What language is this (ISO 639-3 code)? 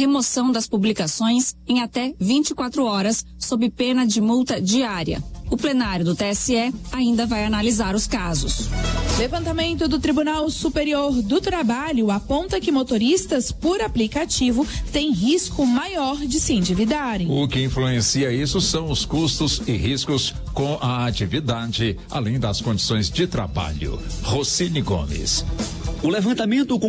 por